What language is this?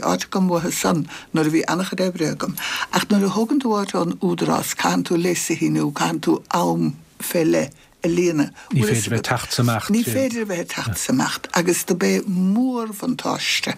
Irish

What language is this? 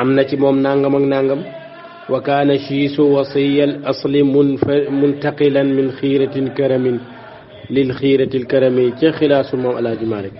Wolof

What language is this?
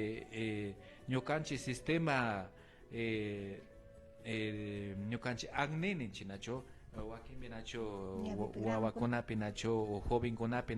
Imbabura Highland Quichua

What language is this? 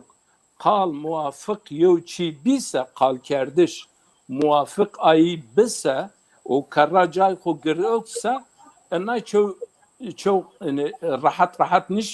Zaza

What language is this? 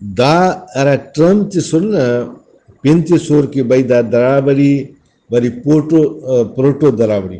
Brahui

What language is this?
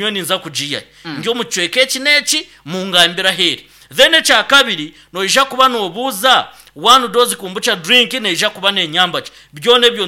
Nyankole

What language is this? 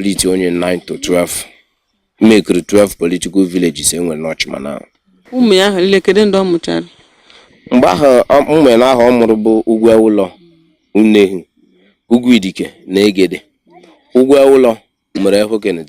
Igbo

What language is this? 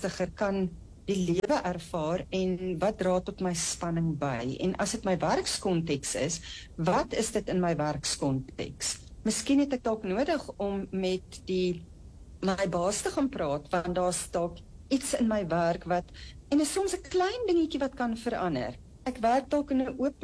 Afrikaans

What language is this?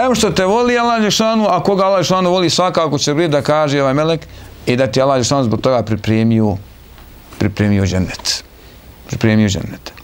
Bosnian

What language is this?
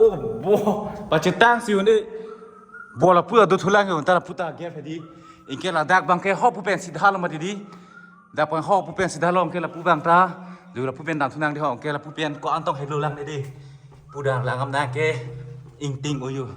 Karbi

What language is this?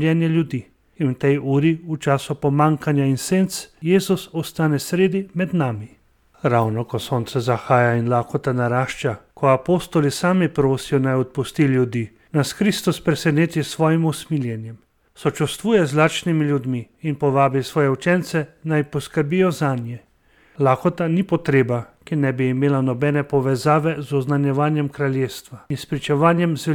Slovenian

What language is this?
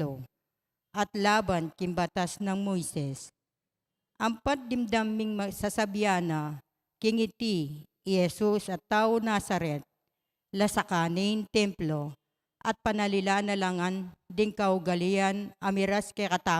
Pampanga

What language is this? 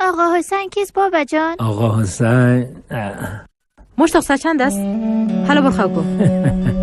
Persian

